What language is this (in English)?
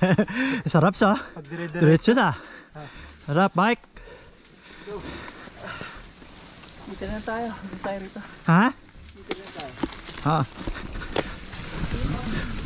Filipino